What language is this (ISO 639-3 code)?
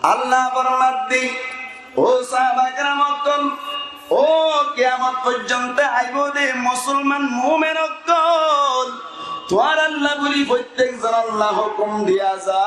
rhg